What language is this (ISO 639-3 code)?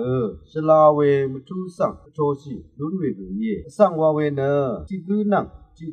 raw